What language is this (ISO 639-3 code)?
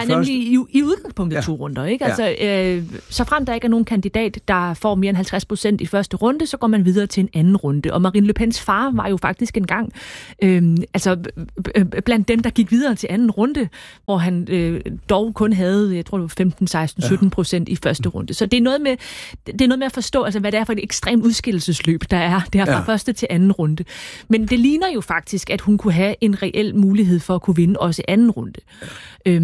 dan